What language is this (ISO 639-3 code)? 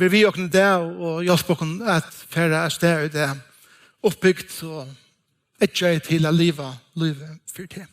fao